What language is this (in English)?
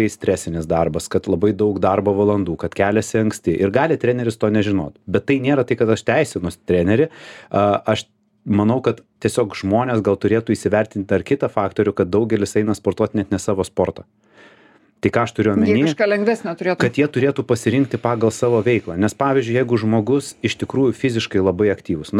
Lithuanian